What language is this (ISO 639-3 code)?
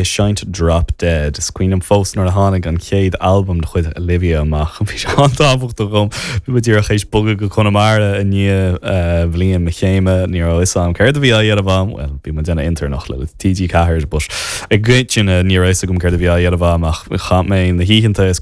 gle